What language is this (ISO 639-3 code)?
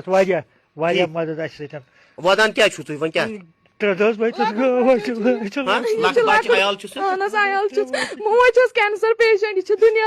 kas